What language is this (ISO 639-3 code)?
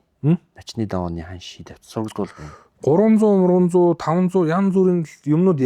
mon